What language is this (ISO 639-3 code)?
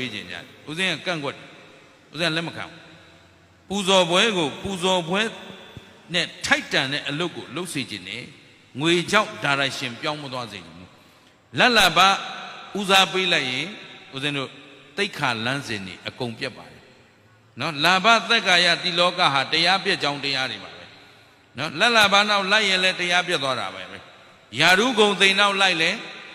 mya